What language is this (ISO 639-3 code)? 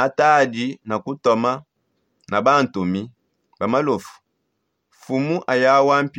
sop